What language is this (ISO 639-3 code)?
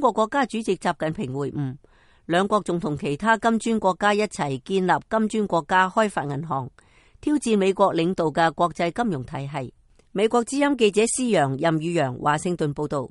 yue